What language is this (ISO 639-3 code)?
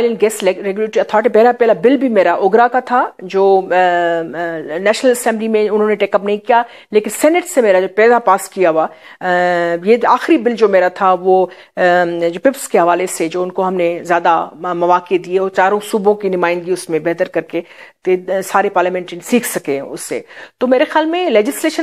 urd